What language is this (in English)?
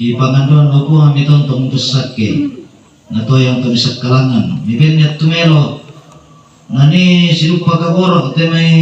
Toraja-Sa'dan